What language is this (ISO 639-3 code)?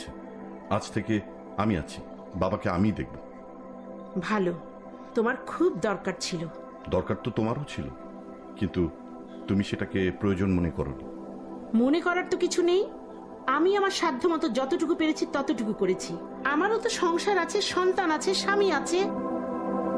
ben